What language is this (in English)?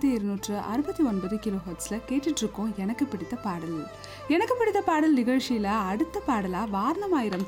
Tamil